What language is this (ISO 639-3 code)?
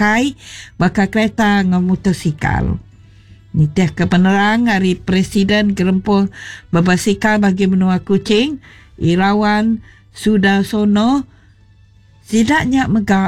iba